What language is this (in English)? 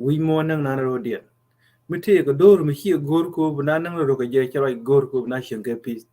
Nuer